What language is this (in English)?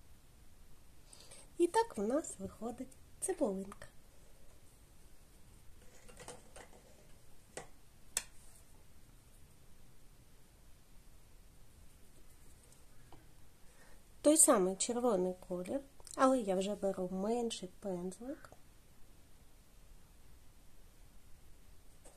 Ukrainian